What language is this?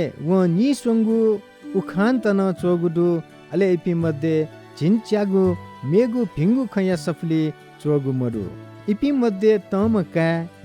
Newari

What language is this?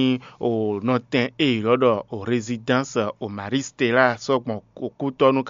Fon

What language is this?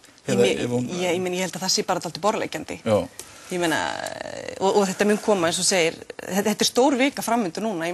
Icelandic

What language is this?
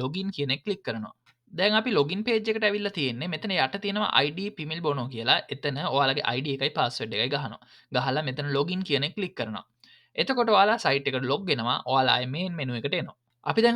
Sinhala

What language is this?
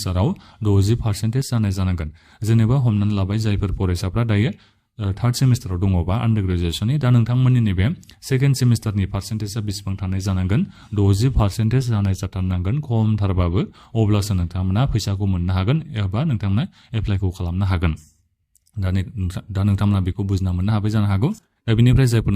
Bodo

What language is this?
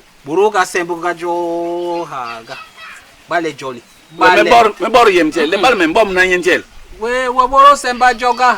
Basaa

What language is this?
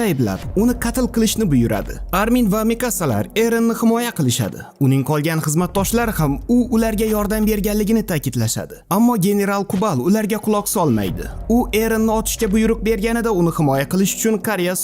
Uzbek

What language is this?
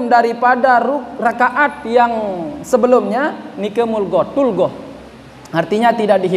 Sasak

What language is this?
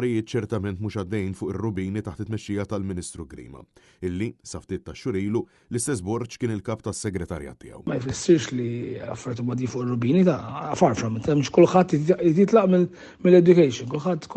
Maltese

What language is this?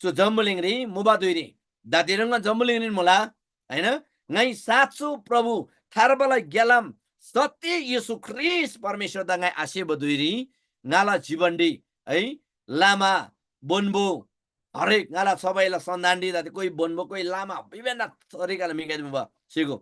Eastern Tamang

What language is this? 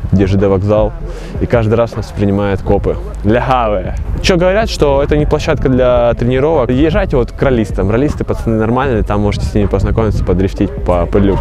Russian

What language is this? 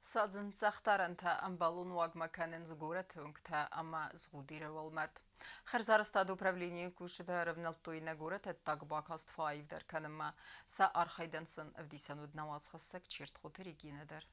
Ossetic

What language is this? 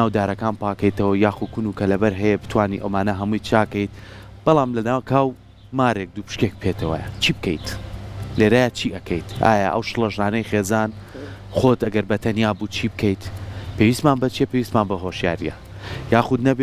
Central Kurdish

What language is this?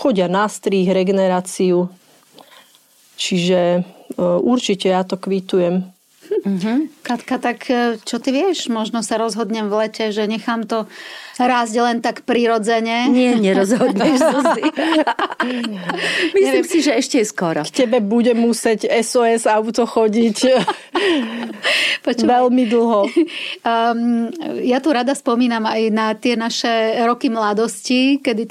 Slovak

